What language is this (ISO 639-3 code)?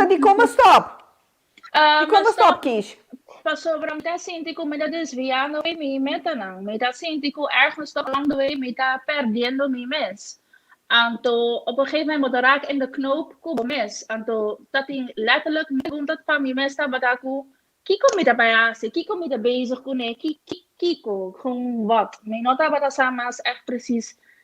pap